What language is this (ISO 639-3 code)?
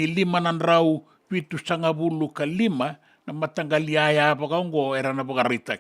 fij